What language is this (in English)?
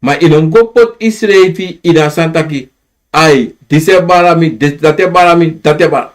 Sranan Tongo